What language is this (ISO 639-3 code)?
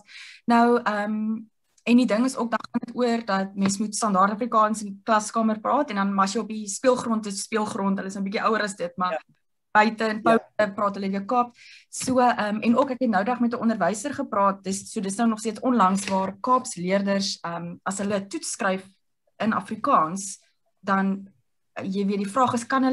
afr